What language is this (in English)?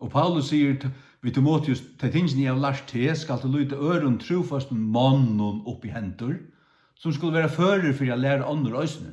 Faroese